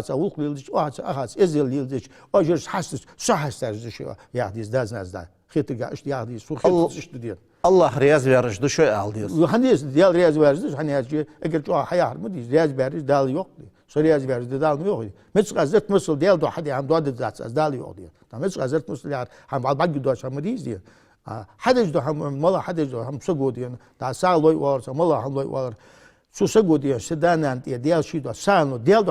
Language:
Ingush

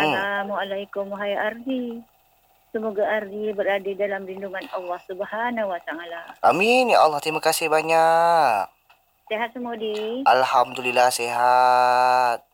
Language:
Malay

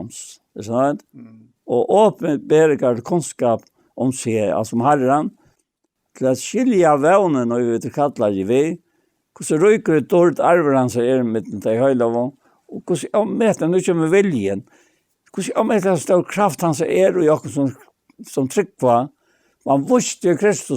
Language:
Faroese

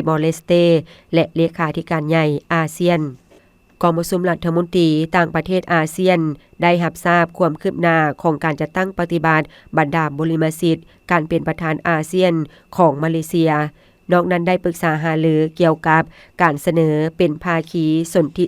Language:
Lao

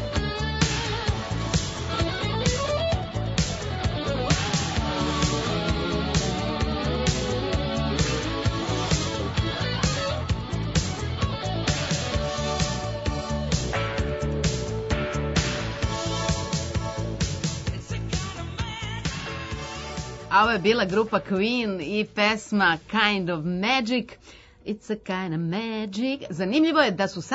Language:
Serbian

